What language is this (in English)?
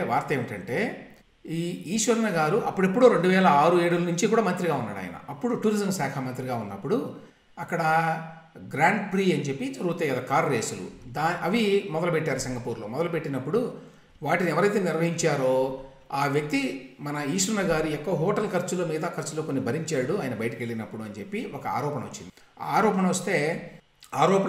Telugu